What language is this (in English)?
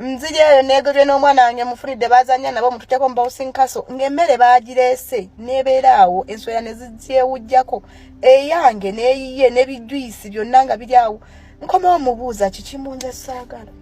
Ganda